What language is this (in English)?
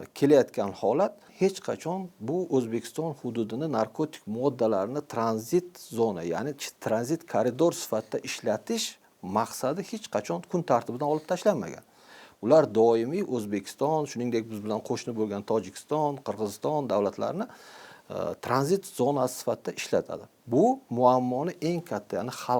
Uzbek